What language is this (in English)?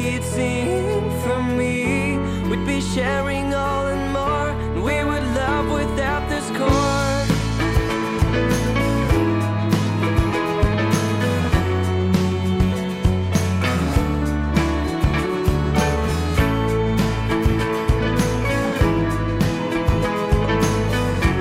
Italian